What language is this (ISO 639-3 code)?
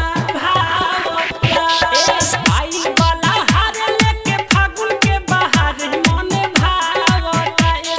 bho